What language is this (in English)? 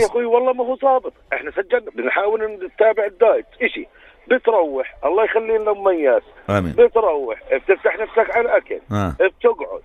North Levantine Arabic